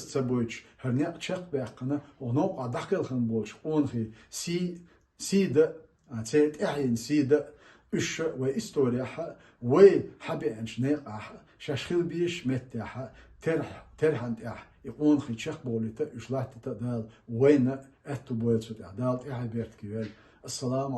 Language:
Chechen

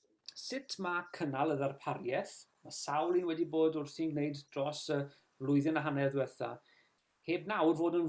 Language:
Welsh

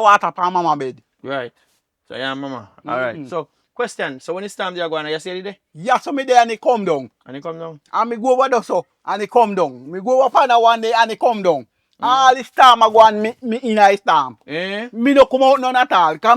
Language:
Jamaican Creole English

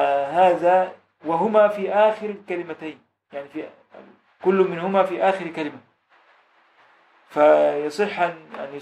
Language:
Egyptian Arabic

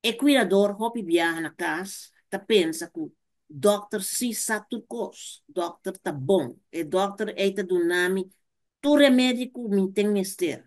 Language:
Papiamento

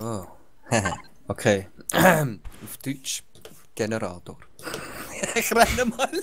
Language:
Swiss German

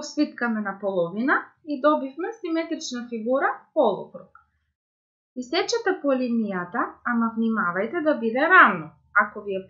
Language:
Macedonian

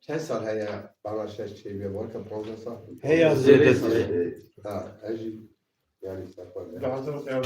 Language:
Kurdish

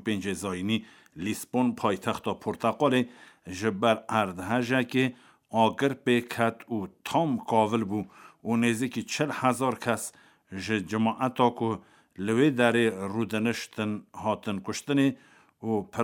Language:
Kurdish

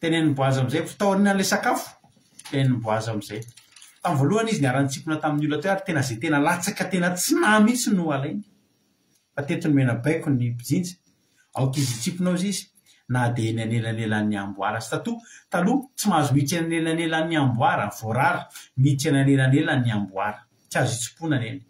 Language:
Malagasy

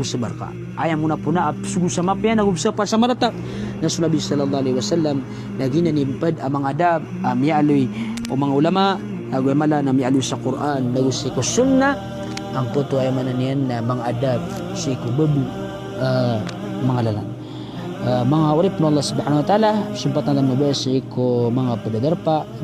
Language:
Maranao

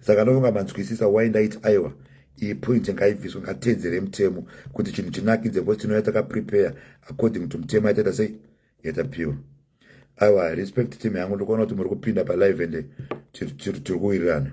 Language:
Shona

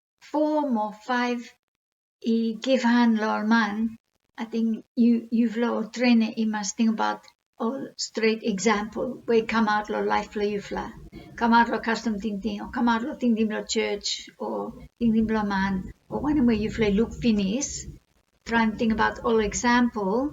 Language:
Bislama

